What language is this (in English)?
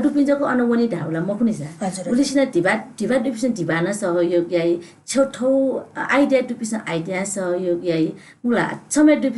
Newari